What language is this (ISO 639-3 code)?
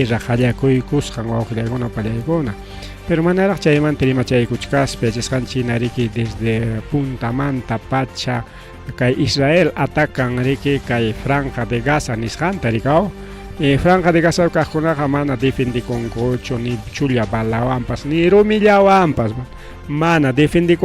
quy